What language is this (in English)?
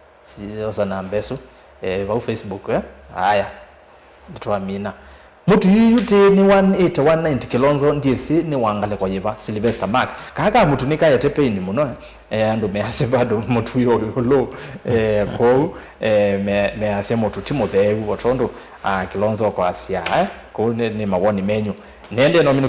Kamba